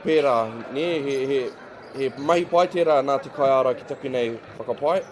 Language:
Māori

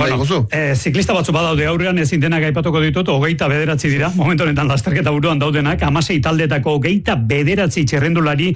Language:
Basque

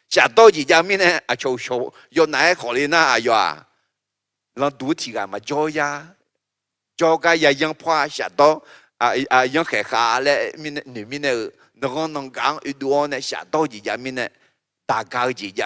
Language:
Akha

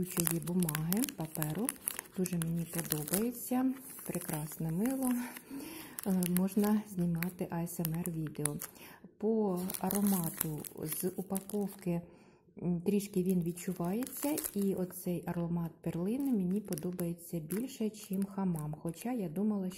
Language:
Ukrainian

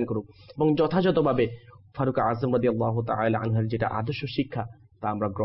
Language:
Bangla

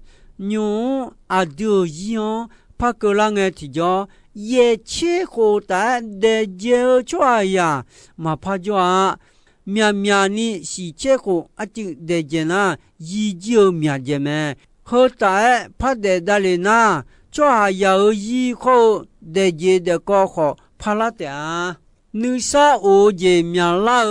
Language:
Akha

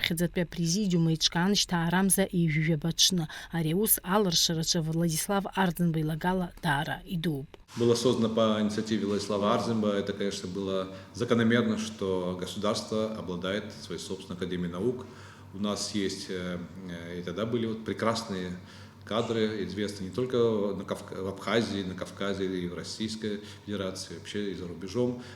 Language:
Abkhazian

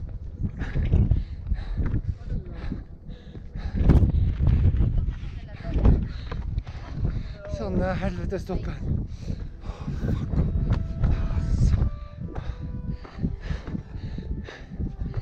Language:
Norwegian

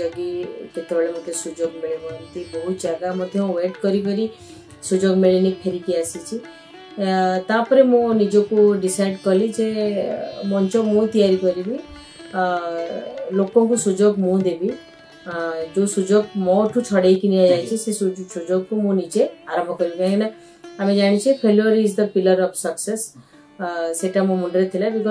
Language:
Odia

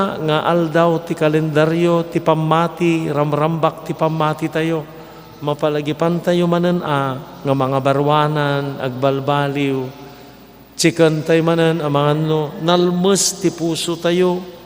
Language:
Iloko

